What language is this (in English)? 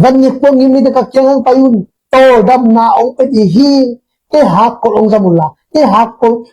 Tedim Chin